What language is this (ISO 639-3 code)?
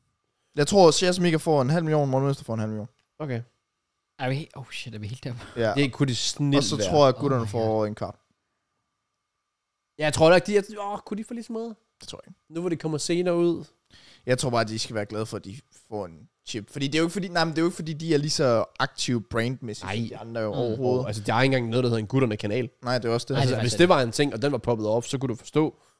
dan